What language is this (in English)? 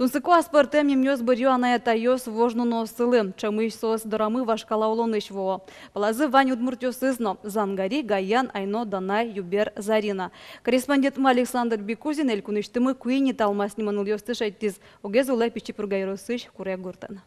Udmurt